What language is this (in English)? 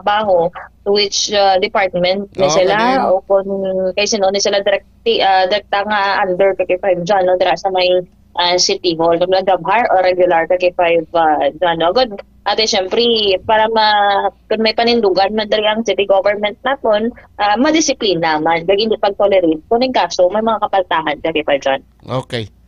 Hiligaynon